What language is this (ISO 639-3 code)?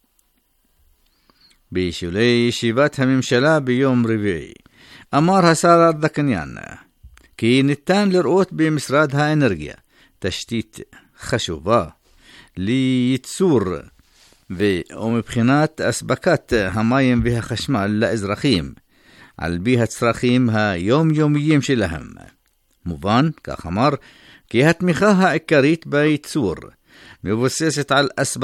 heb